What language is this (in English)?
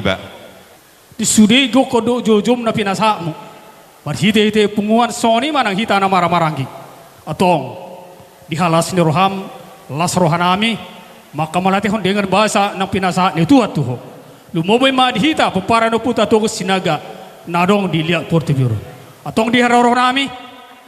Batak Toba